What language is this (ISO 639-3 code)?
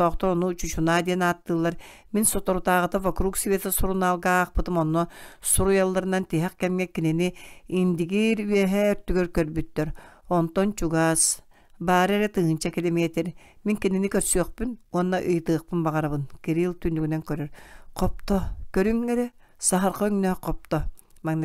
sah